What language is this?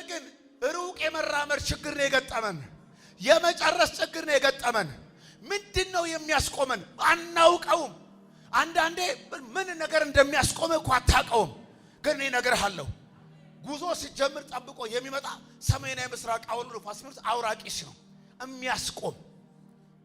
Amharic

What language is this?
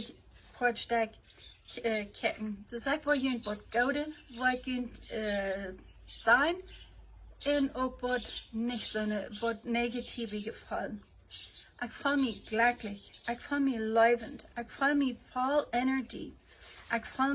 Plautdietsch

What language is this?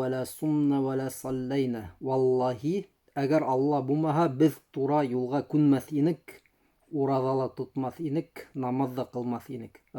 Bashkir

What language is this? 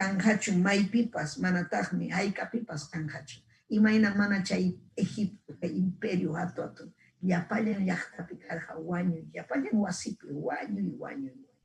Ayacucho Quechua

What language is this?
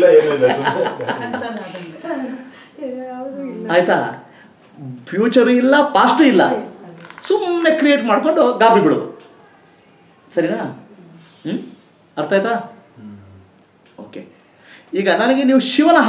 Kannada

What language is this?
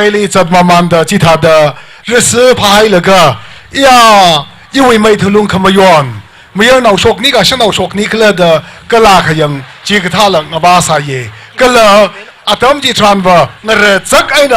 Tangkhul Naga (India)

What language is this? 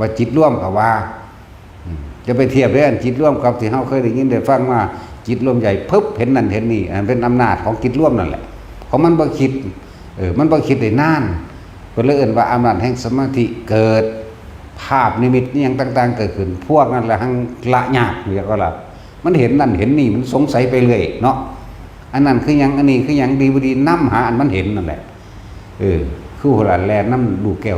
Northeastern Thai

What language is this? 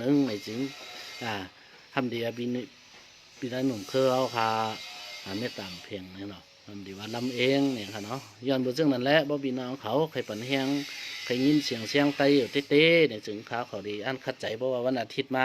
Shan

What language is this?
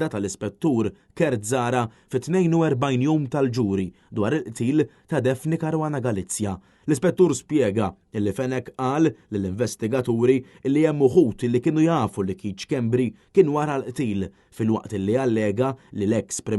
Maltese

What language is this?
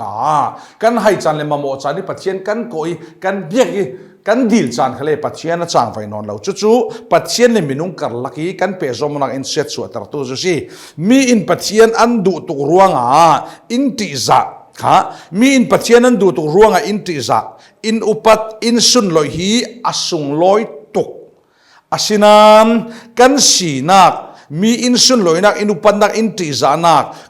Falam Chin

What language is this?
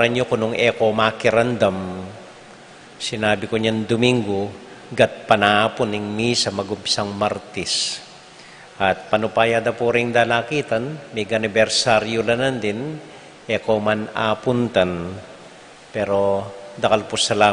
Pampanga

